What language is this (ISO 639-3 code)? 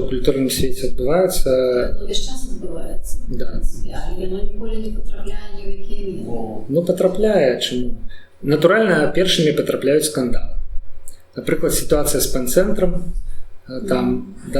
bel